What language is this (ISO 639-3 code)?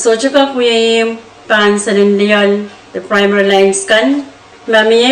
pon